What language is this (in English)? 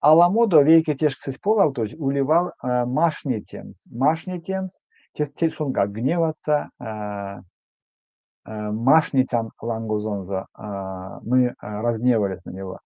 Erzya